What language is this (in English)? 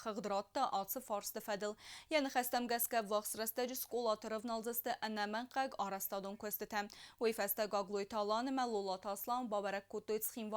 Ossetic